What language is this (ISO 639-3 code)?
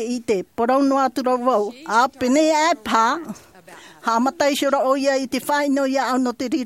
tah